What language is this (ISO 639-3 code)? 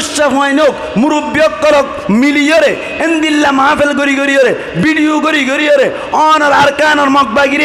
rhg